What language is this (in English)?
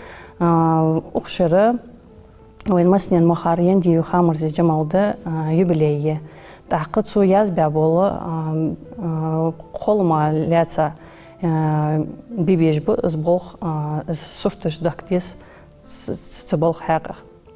Ingush